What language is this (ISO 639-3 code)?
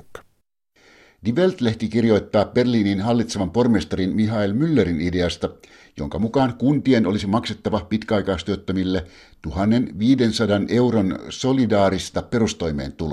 fin